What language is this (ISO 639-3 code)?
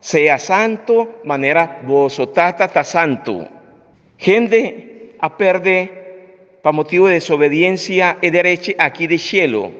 pap